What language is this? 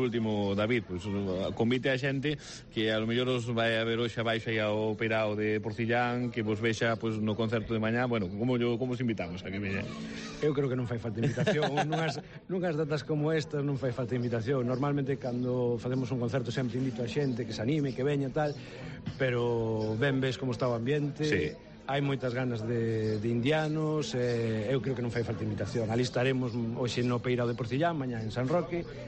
Galician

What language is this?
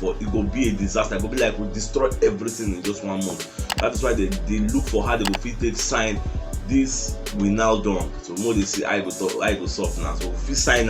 Nigerian Pidgin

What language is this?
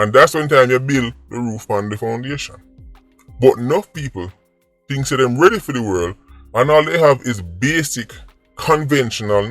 Jamaican Creole English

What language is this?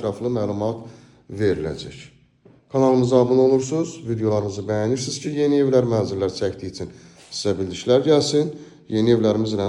Azerbaijani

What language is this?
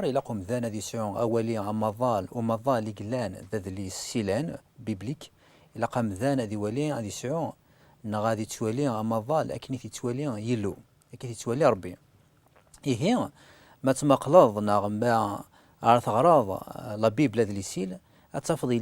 Kabyle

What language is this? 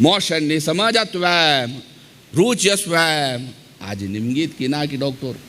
Konkani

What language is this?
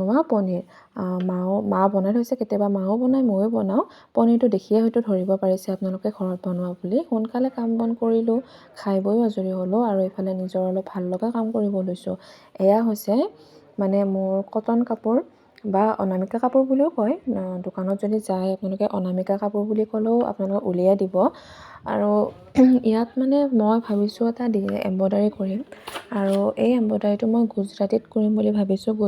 Assamese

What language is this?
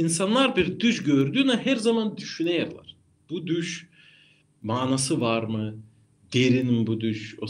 Gagauz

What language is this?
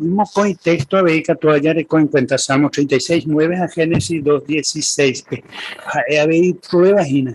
Guarani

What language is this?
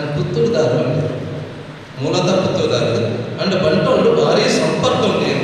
Tulu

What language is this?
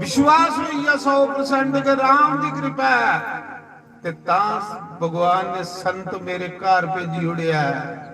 Dogri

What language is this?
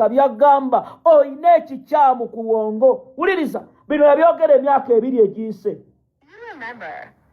Ganda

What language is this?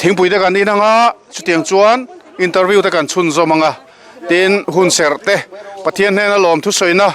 Mizo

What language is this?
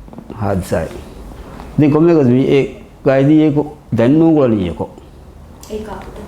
Divehi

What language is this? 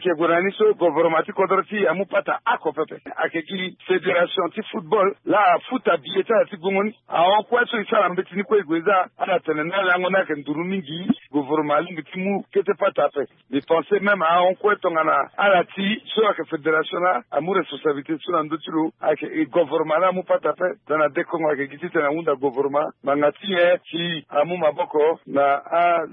Sango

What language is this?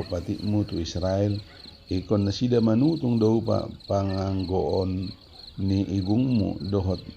Batak Toba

